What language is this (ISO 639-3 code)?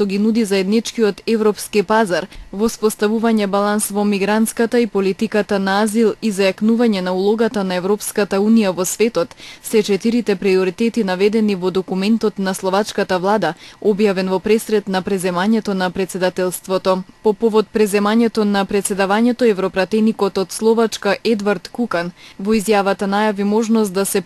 mkd